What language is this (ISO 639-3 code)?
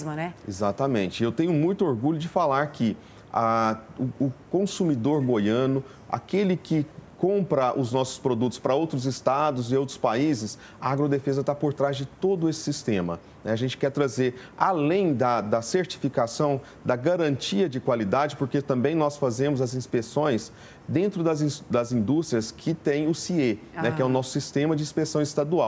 por